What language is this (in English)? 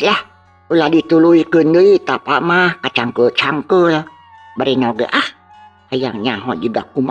Sundanese